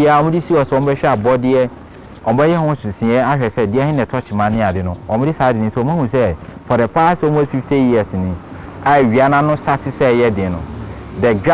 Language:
Akan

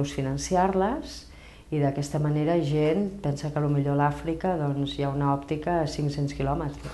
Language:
Catalan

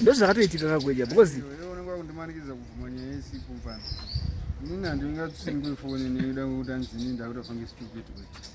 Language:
Shona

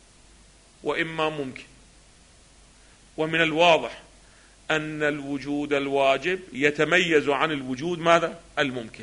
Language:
Arabic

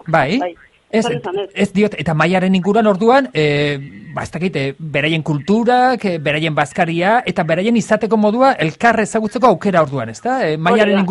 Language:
Basque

